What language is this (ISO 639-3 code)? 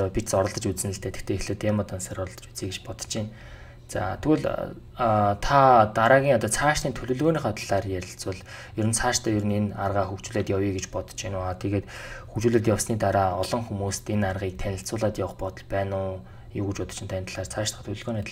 mon